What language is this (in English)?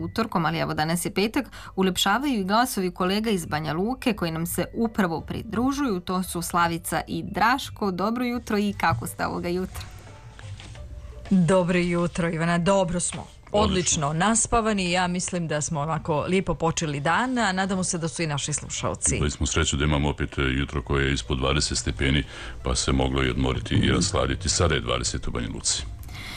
Serbian